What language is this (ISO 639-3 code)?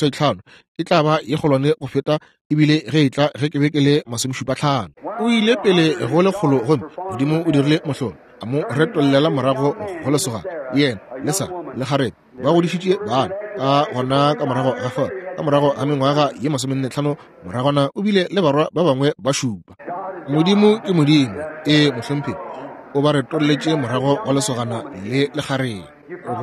nso